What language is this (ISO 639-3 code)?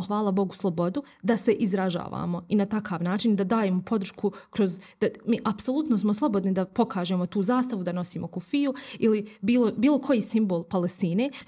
bos